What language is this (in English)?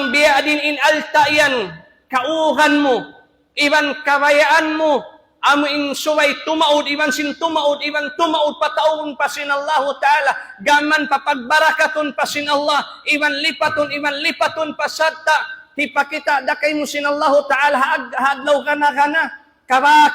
Tausug